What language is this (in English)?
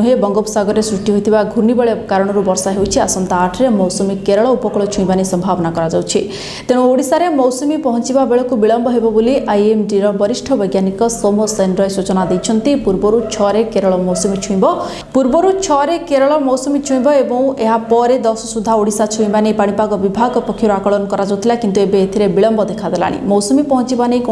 Odia